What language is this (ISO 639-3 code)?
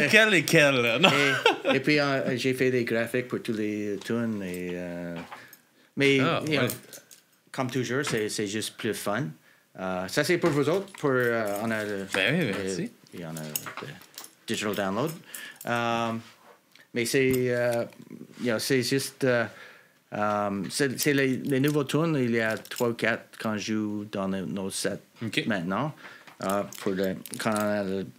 fra